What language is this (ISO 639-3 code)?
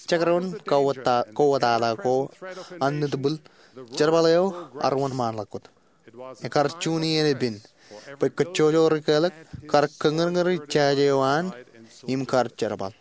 mah